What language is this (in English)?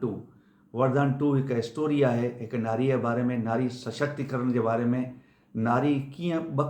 Sindhi